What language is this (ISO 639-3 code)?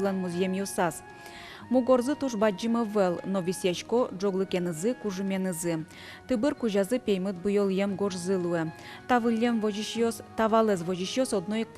udm